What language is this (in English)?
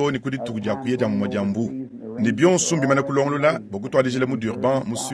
Luba-Lulua